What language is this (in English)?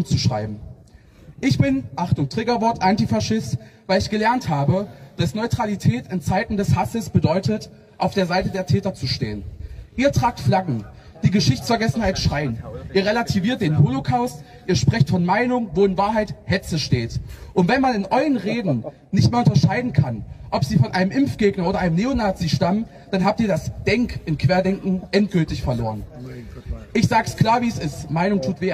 German